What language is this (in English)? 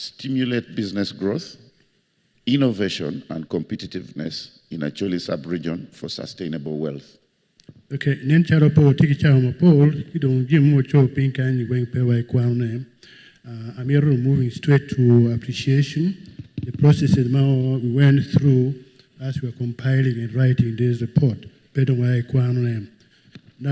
Acoli